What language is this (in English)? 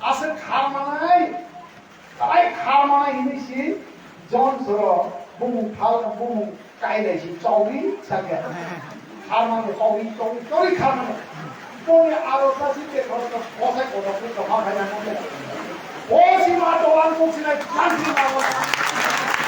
Kok Borok